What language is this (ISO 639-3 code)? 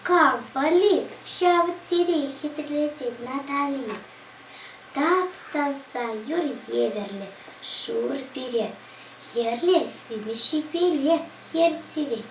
chv